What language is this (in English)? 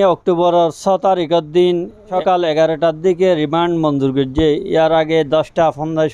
Rohingya